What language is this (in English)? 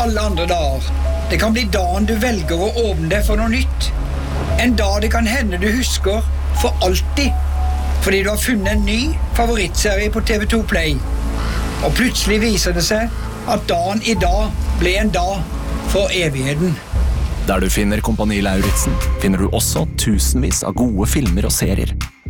Norwegian